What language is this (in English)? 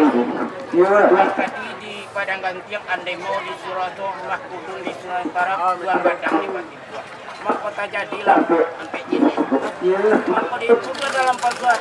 Minangkabau